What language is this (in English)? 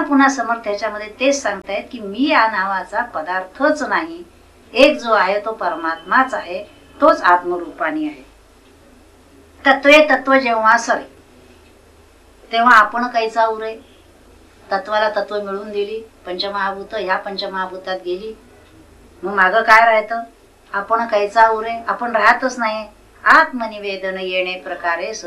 Marathi